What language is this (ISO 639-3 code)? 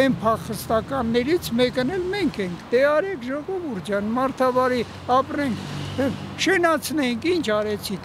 hye